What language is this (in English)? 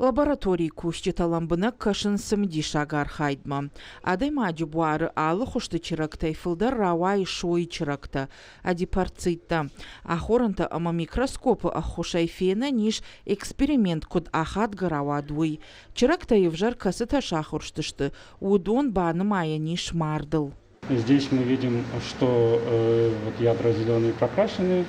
Ossetic